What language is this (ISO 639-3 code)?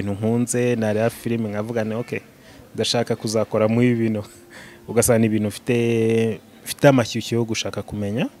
kin